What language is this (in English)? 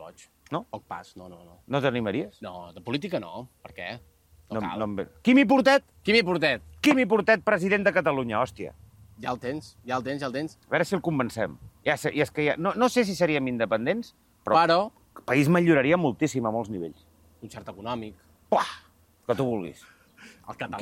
Catalan